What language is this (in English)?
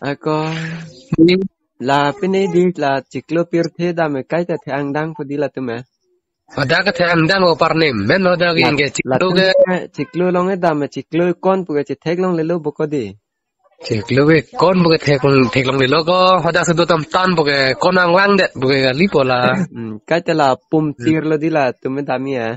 Karbi